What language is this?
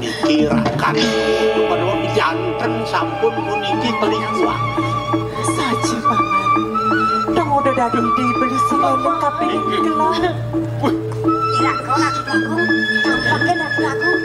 Balinese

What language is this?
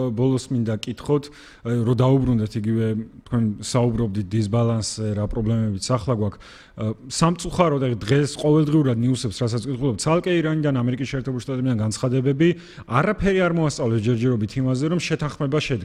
Georgian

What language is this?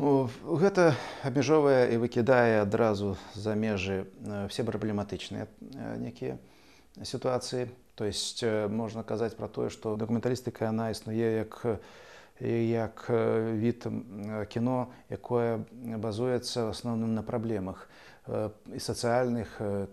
Belarusian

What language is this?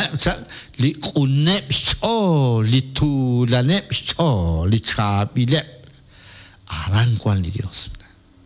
Kekchí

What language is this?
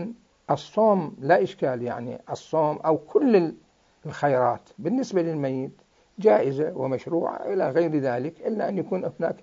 Mesopotamian Arabic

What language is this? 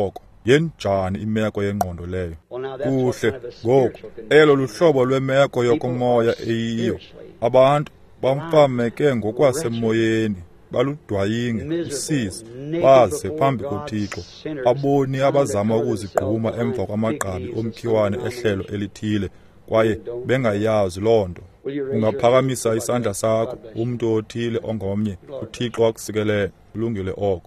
Xhosa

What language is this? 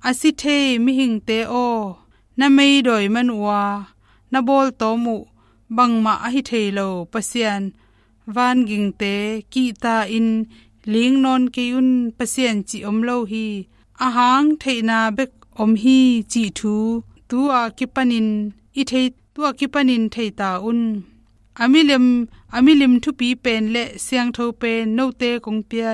Tedim Chin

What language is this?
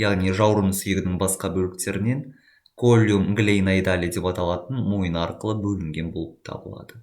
Kazakh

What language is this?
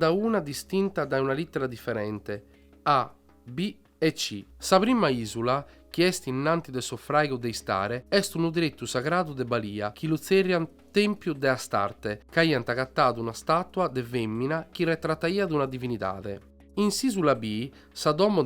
Sardinian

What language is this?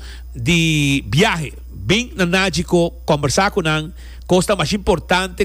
Papiamento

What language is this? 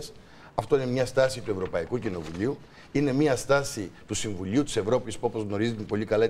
Greek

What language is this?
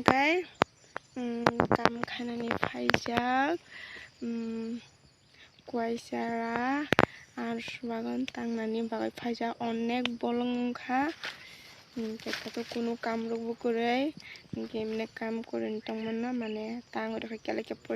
Kok Borok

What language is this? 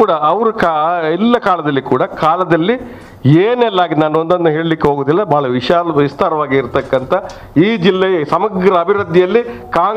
Kannada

